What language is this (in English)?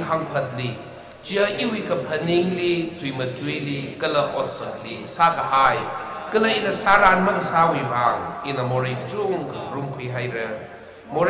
Tangkhul Naga (India)